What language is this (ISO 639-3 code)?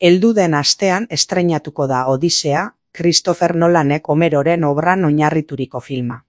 eus